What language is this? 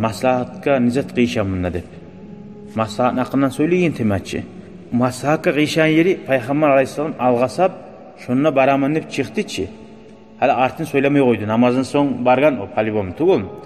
Kumyk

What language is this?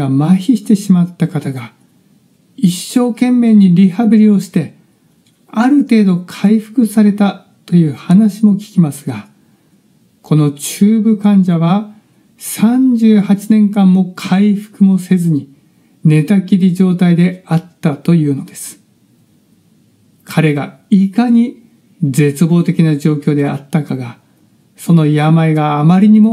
Japanese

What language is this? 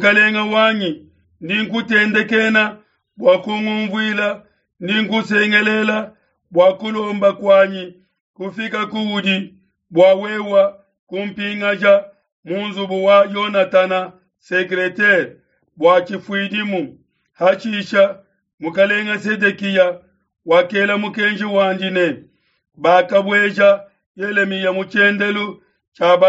Luba-Lulua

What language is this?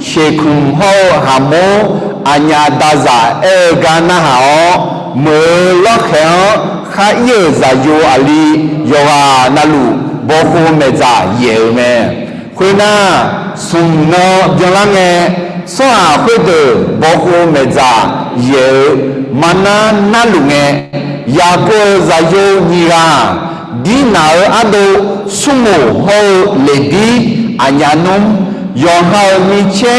Akha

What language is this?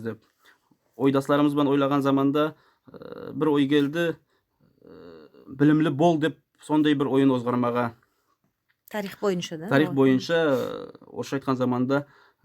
Nogai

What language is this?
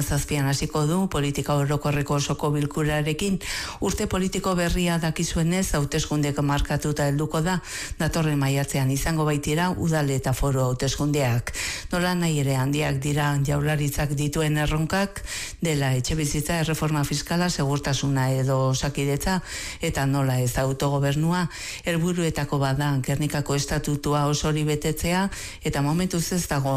Basque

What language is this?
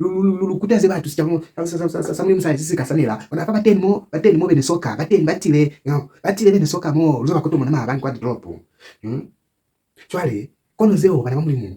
Lozi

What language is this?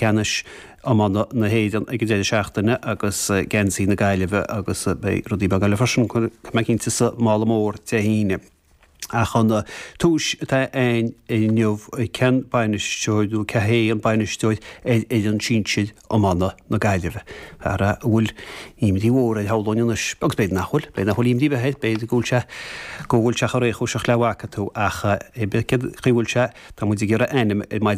Irish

